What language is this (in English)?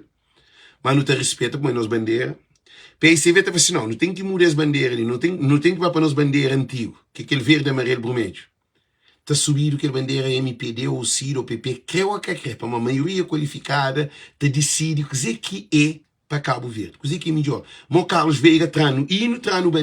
Kabuverdianu